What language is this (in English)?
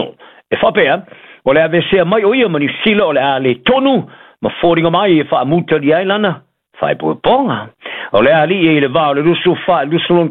Samoan